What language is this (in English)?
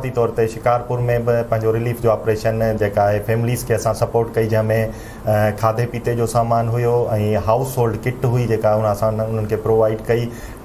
Sindhi